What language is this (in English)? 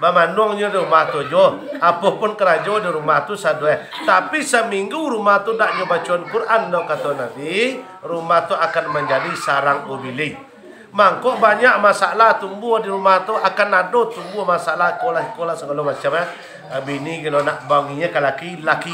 Minangkabau